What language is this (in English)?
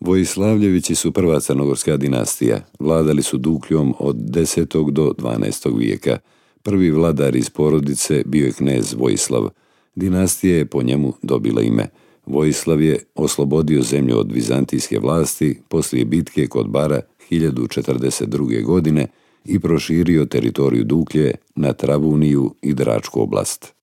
Serbian